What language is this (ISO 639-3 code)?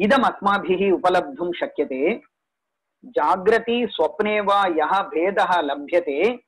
san